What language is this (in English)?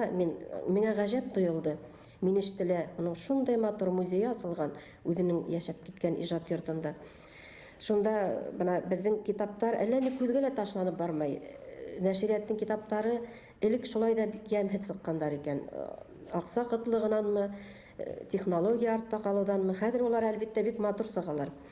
Bashkir